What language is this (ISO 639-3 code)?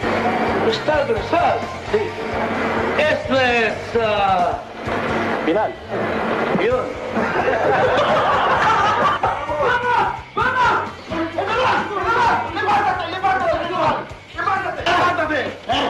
fil